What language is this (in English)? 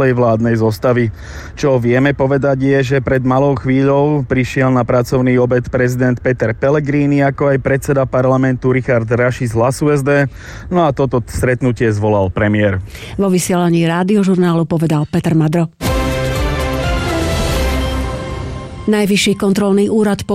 Slovak